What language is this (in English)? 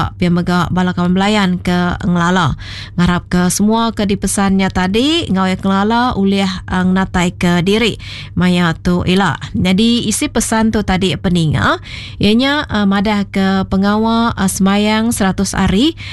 Iban